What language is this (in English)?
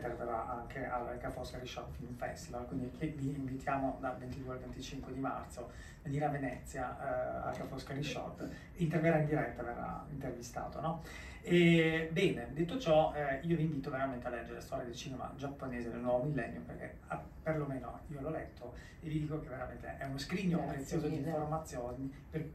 Italian